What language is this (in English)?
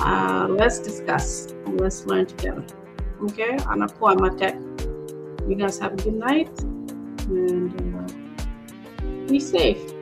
Acoli